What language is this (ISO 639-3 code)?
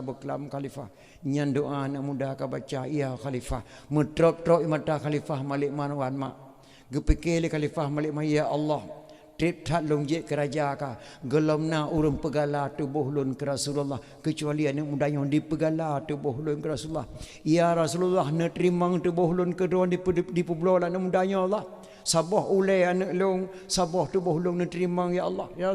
ace